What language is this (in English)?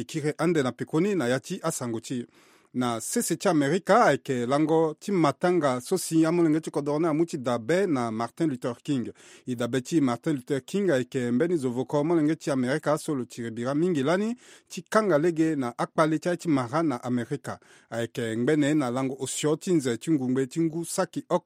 Sango